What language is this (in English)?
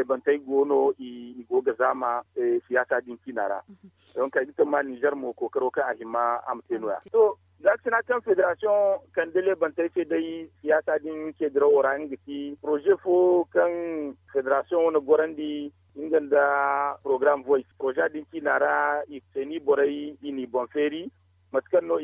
Zarma